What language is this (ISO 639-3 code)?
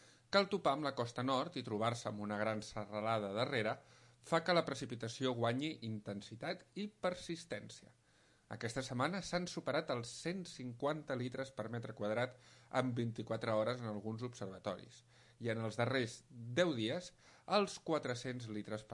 cat